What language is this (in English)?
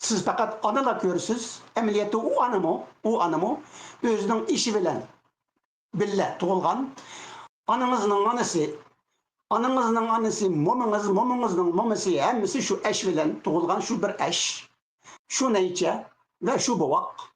Uyghur